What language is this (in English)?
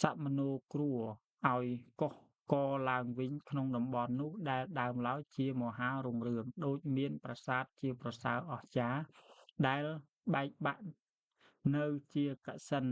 Khmer